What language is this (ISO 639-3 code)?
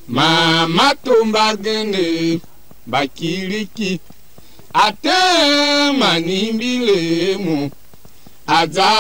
tiv